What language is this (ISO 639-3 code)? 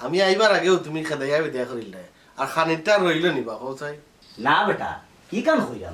syl